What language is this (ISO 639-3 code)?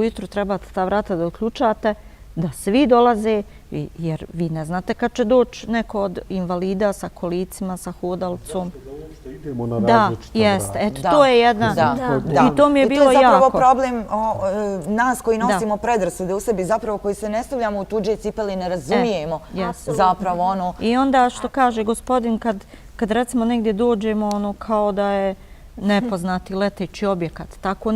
bos